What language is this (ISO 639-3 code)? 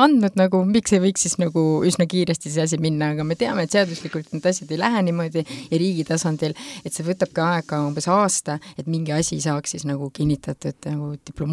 est